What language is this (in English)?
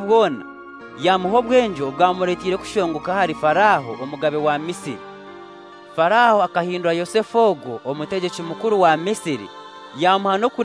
Kinyarwanda